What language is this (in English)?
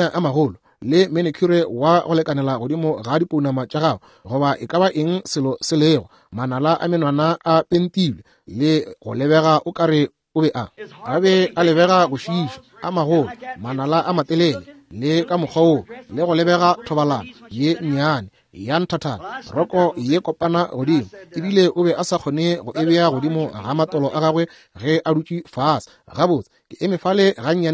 Northern Sotho